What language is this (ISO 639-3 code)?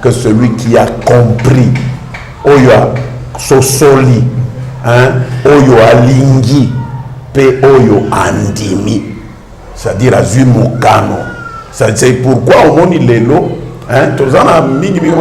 lin